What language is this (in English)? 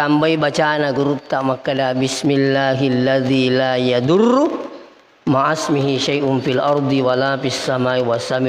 Buginese